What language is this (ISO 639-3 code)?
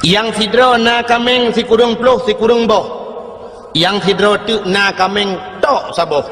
ace